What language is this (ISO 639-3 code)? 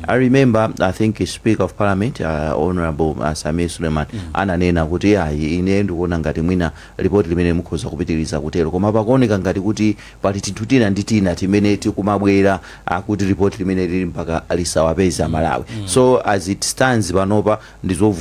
nya